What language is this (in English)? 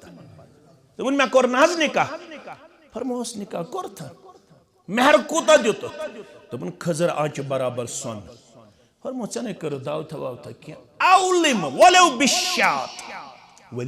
Kashmiri